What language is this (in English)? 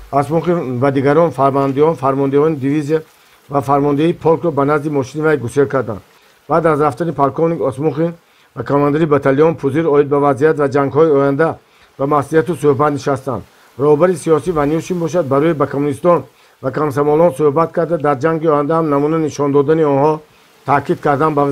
Tajik